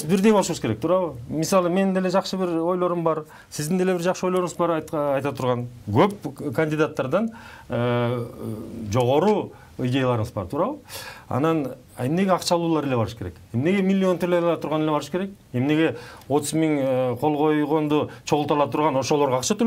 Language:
Kyrgyz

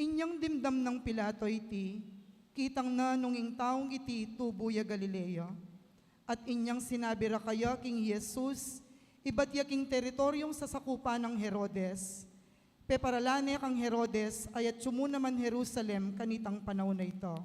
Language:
Pampanga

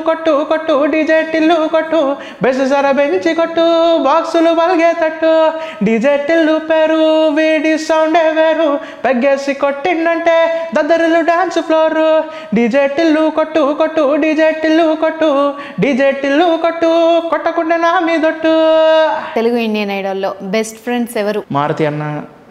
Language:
Telugu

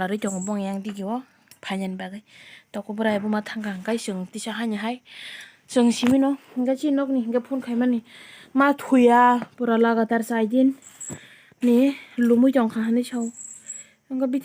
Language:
Kok Borok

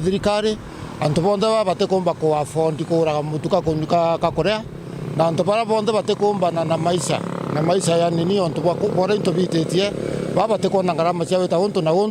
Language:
Meru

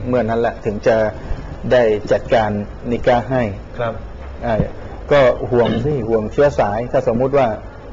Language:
Thai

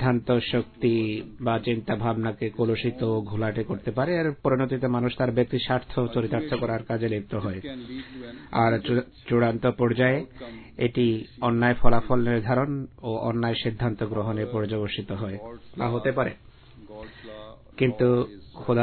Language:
Bangla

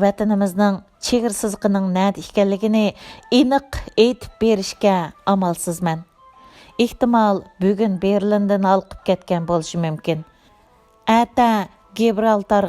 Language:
Uyghur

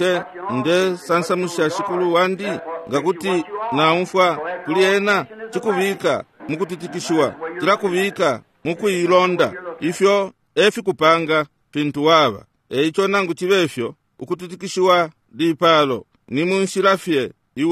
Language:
Bemba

